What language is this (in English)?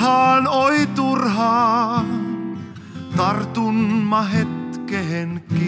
Finnish